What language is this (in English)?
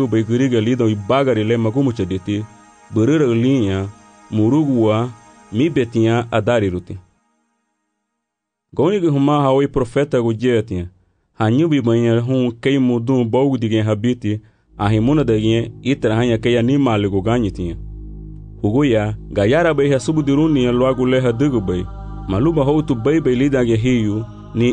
Garifuna